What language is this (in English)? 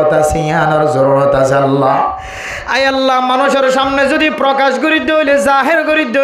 Rohingya